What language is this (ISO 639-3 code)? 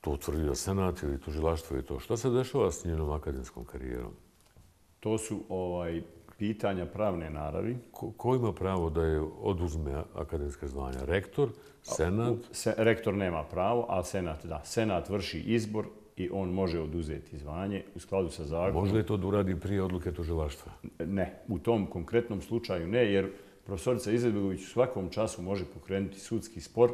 bos